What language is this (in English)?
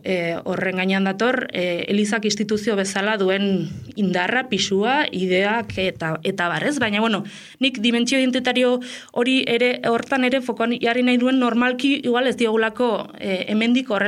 Basque